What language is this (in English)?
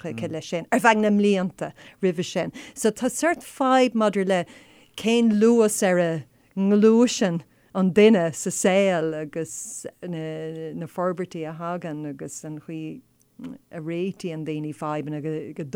Irish